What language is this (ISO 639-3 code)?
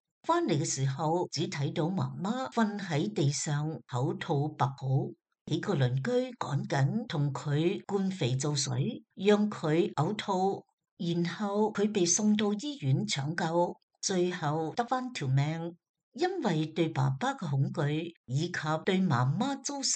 yue